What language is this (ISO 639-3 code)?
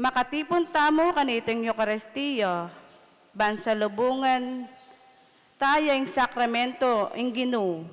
pam